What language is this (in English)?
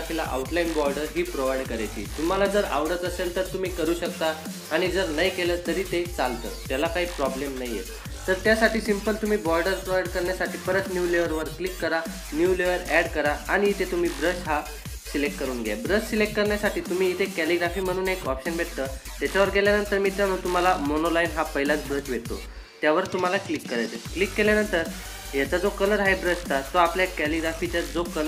Marathi